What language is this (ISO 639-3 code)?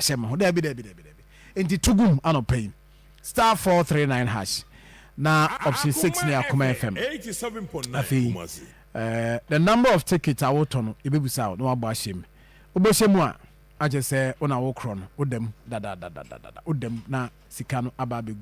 aka